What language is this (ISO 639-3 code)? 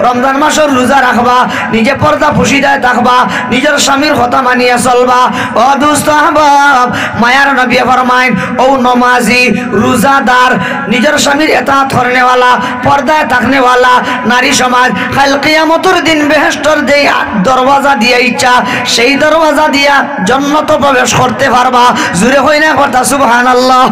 syl